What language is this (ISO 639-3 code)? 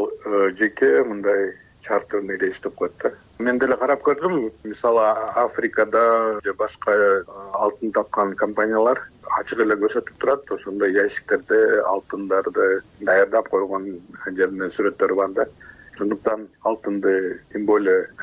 kir